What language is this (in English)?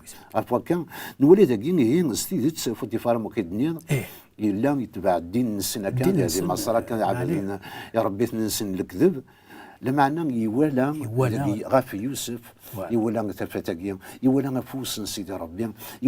Kabyle